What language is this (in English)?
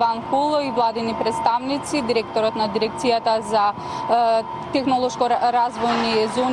Macedonian